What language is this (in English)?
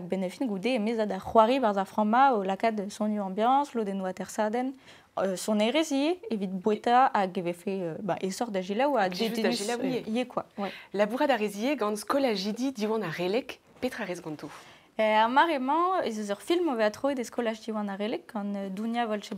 Breton